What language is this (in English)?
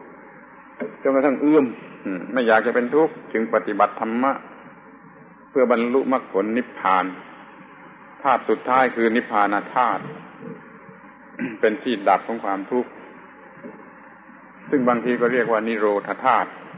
Thai